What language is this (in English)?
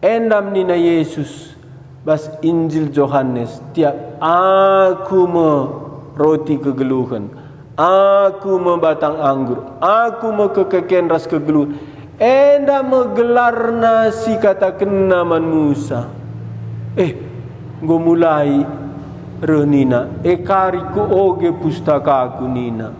Batak Karo